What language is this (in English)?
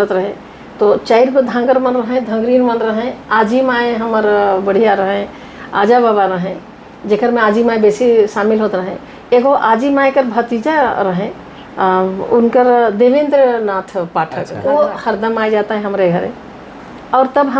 Sadri